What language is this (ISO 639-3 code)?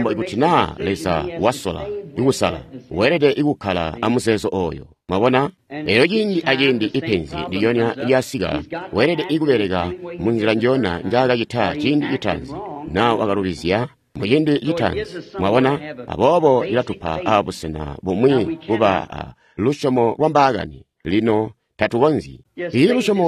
toi